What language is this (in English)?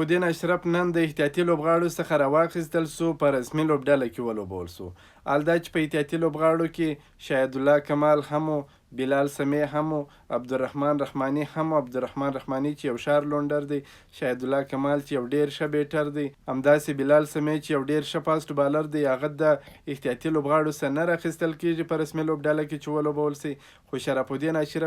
Pashto